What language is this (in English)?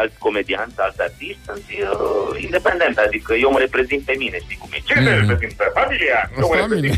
Romanian